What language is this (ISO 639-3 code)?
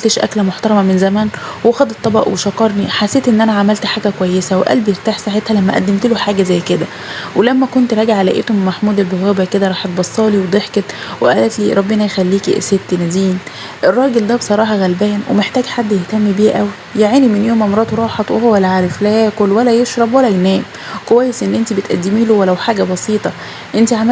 arz